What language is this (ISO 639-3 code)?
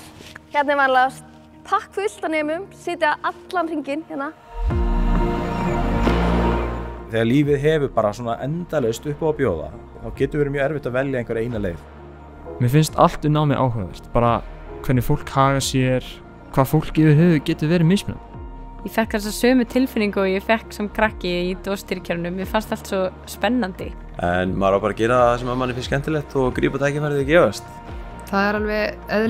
isl